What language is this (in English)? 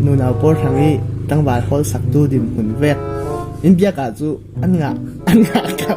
Falam Chin